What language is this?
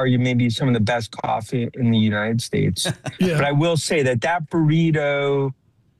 English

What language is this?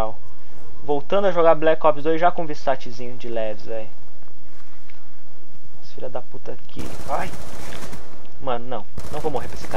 Portuguese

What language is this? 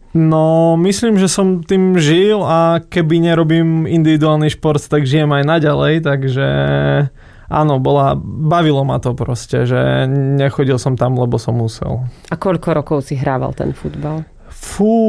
Slovak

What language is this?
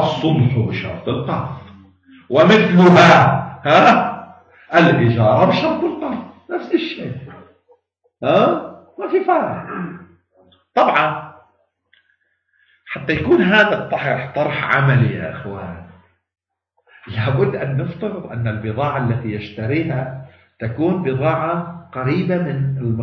Arabic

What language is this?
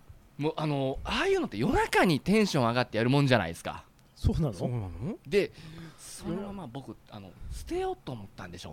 Japanese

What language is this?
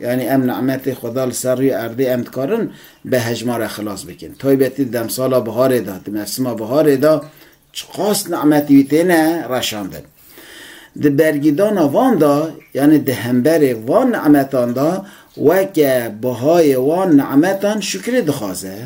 Kurdish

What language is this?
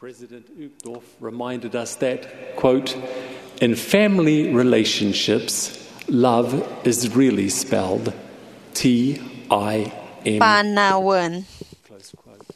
Iloko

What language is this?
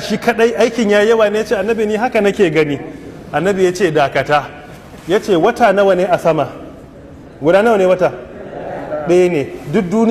Hausa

